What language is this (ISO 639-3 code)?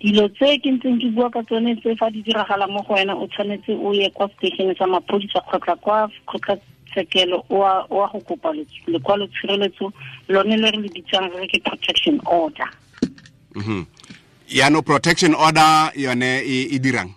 tsn